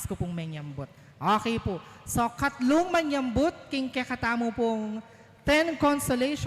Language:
Pampanga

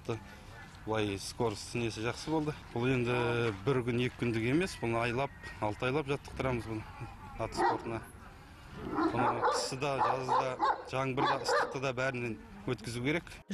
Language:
Kazakh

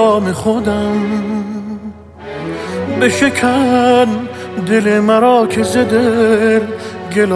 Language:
Persian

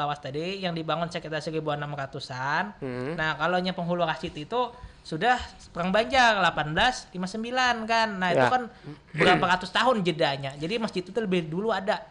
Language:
Banjar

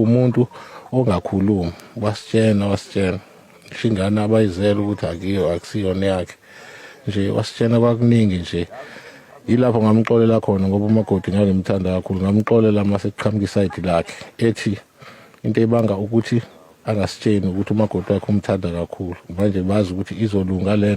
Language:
Zulu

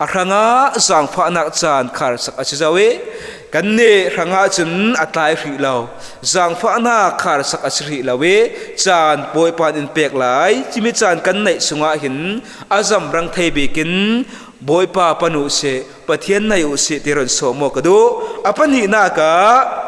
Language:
Falam Chin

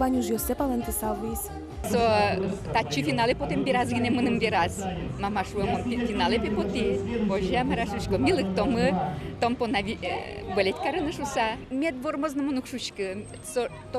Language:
Udmurt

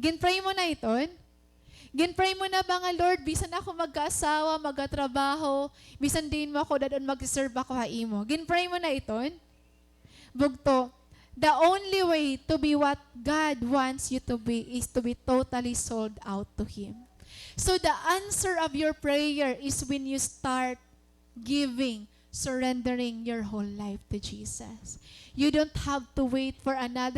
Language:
Waray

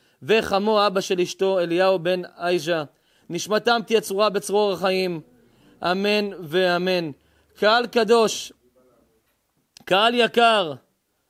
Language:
Hebrew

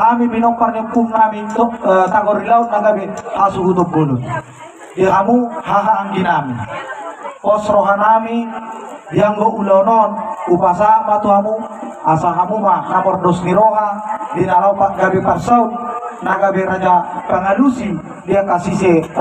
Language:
Batak Toba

